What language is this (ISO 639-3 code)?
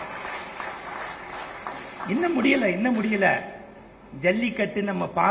tam